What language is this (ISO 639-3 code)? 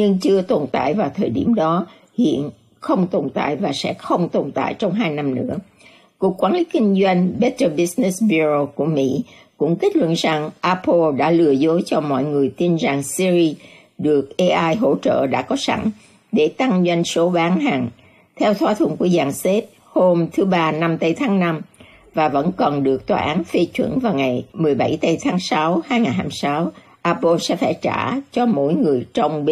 vie